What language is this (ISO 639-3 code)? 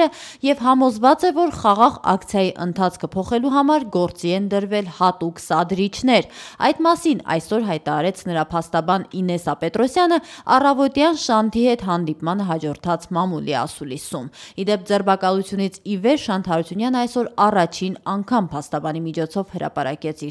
hye